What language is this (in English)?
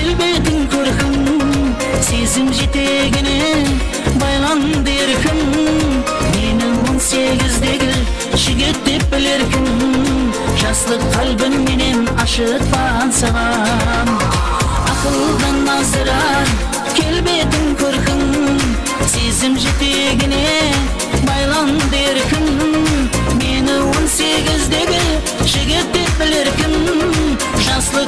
Kara-Kalpak